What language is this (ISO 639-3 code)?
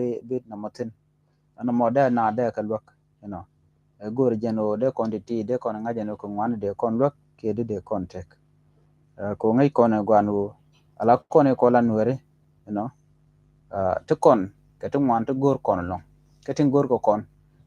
nus